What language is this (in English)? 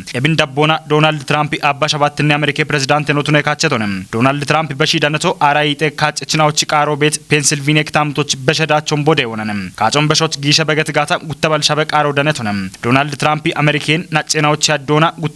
Kafa